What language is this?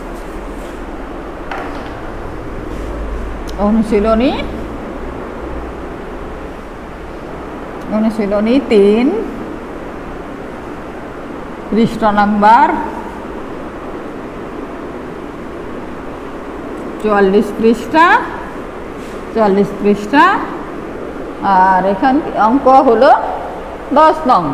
Bangla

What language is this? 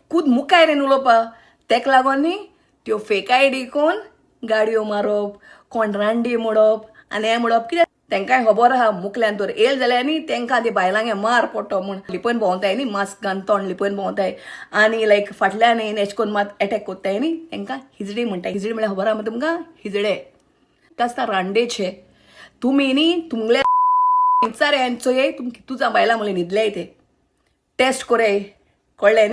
Konkani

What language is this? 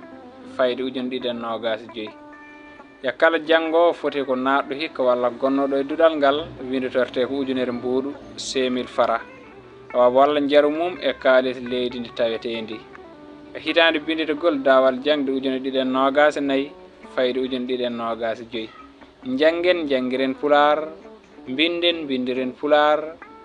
Fula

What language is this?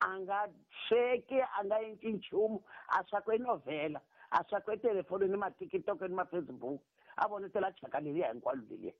Tsonga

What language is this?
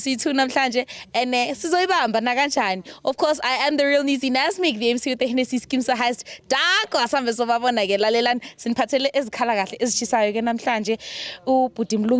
Zulu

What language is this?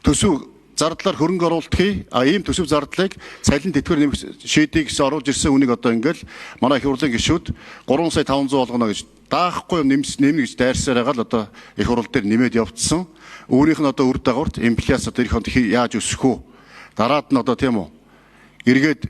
Mongolian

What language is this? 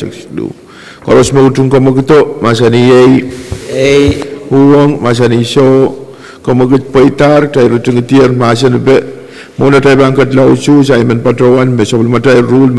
Pohnpeian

